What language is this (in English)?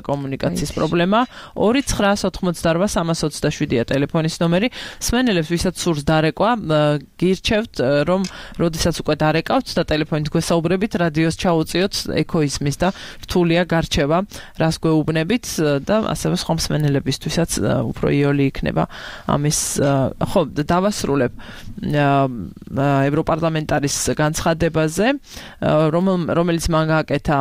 Georgian